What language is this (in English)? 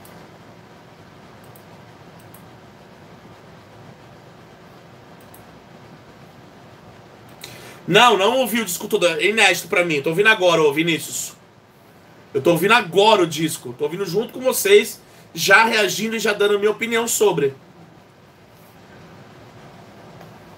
Portuguese